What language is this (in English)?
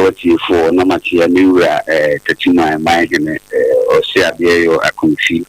Akan